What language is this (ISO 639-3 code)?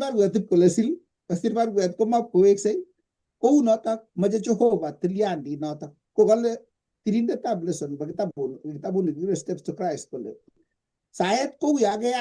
kln